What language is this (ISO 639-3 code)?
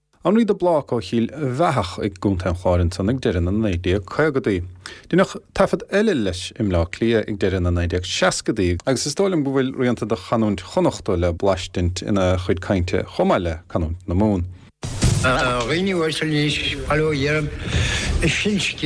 gle